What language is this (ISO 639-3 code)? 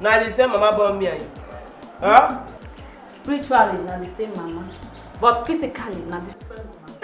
pcm